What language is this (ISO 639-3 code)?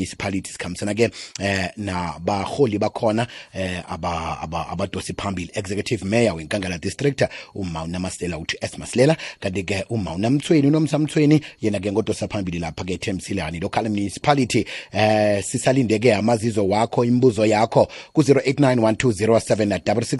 nbl